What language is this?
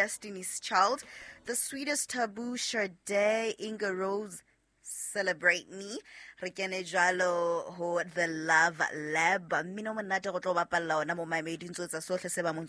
Southern Sotho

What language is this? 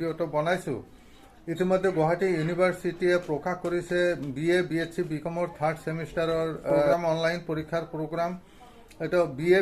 Assamese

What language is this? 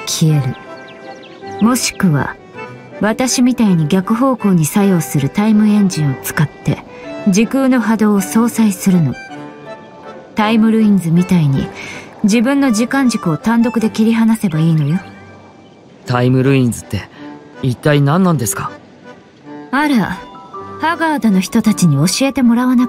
Japanese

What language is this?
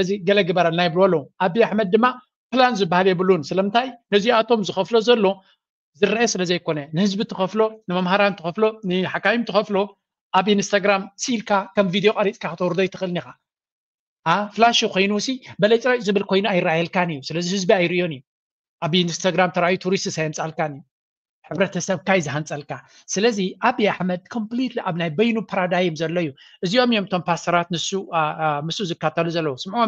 Tigrinya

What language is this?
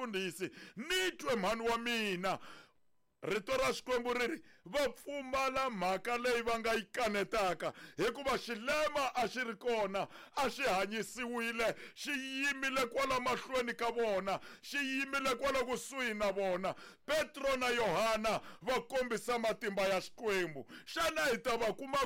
Tsonga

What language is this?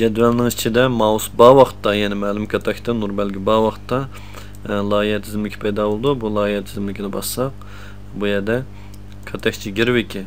Uyghur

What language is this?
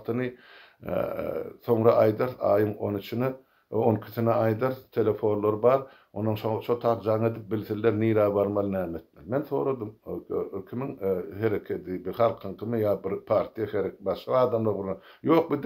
Turkmen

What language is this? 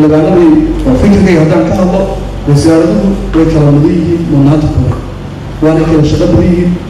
Somali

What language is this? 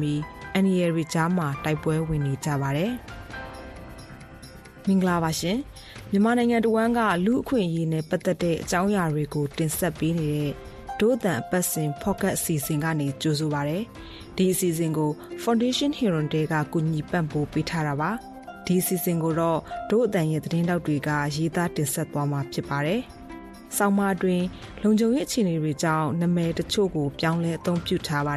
Burmese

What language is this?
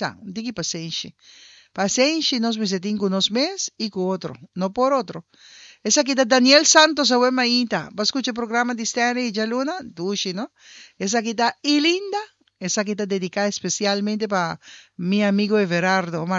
Papiamento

